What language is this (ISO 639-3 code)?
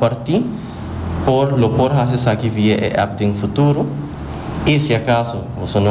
pap